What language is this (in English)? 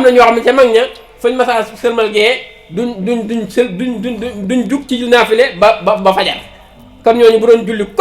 Wolof